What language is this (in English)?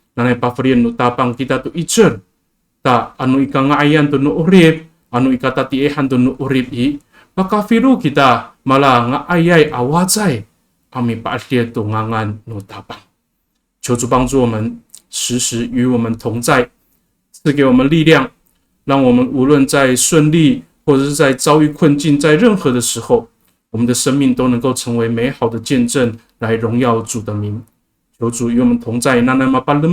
Amis